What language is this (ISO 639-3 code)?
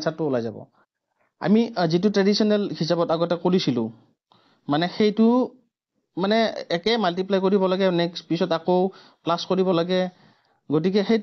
asm